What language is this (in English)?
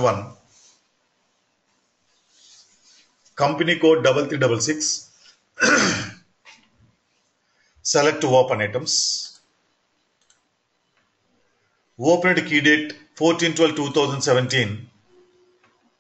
English